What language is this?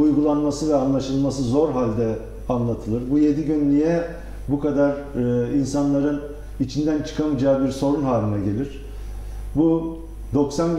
Turkish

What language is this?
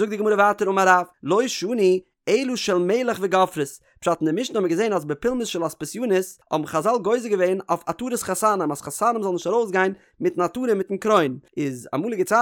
Yiddish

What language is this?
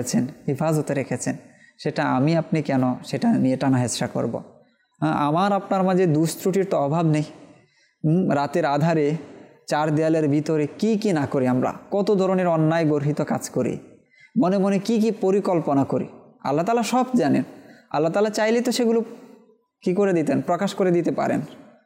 Bangla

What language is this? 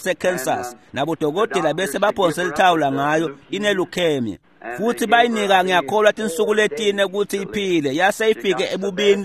Swati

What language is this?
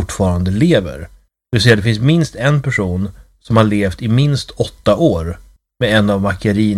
Swedish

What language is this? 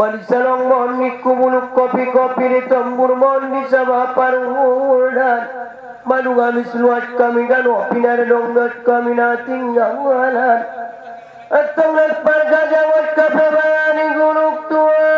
Batak Angkola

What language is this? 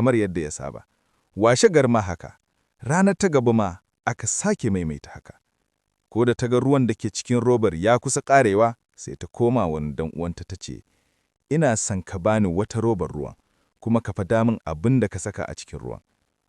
Hausa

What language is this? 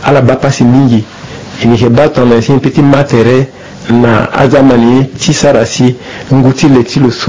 Sango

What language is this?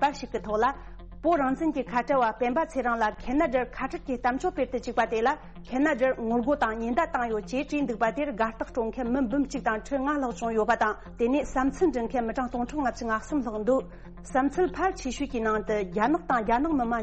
Tibetan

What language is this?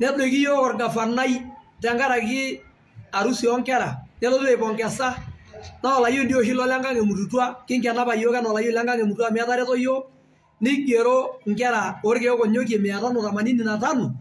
Masai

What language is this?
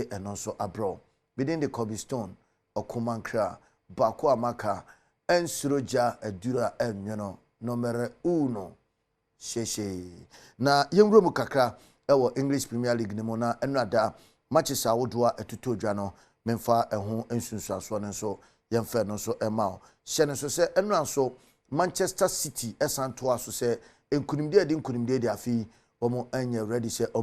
Akan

